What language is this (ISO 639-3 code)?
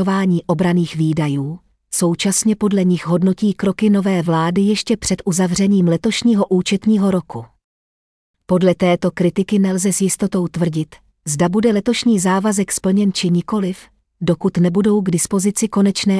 ces